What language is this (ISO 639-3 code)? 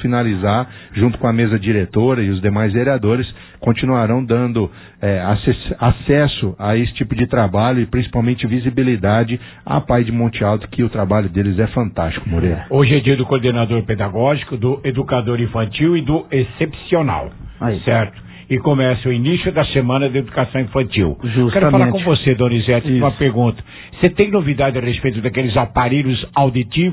por